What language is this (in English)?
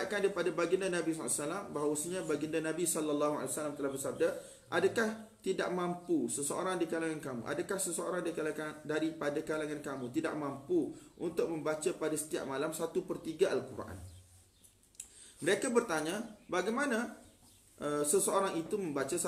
Malay